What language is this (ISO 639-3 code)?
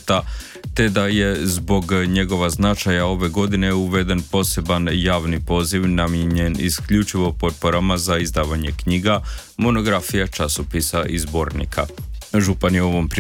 hrv